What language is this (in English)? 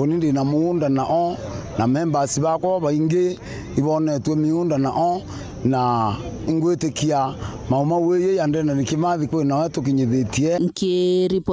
Meru